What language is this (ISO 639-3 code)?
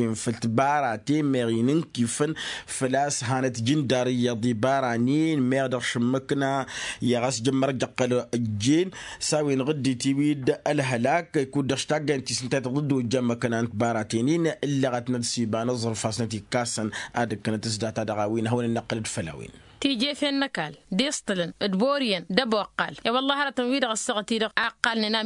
taq